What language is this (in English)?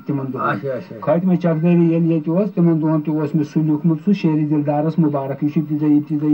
Kashmiri